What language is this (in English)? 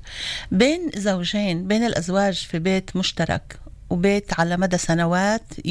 North Levantine Arabic